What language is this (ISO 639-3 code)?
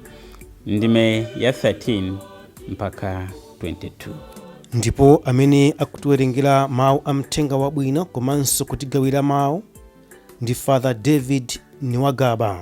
nya